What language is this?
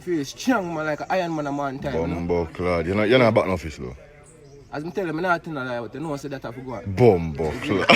Jamaican Creole English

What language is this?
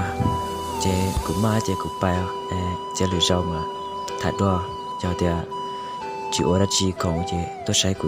Hmong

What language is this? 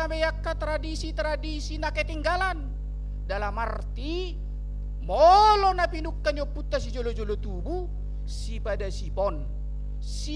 Batak Toba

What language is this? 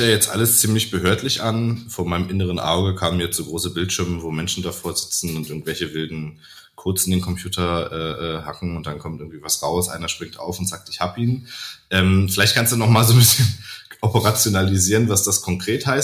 German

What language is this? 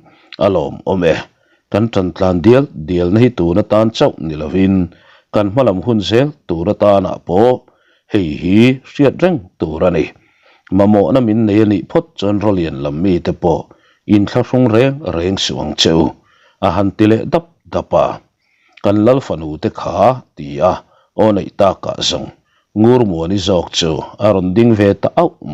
Mizo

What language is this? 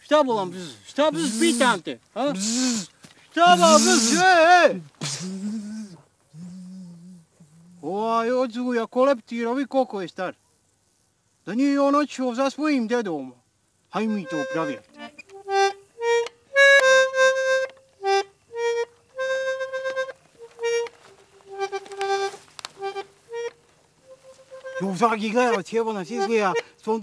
Bosnian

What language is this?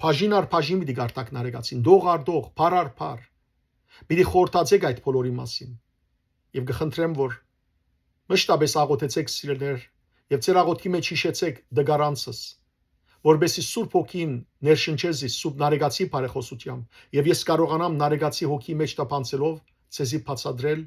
Western Armenian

